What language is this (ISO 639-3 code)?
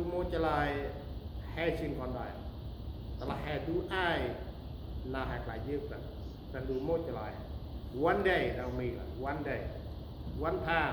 cmo